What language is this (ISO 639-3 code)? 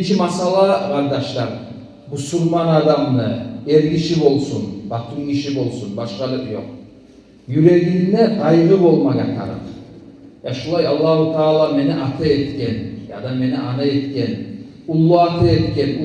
kum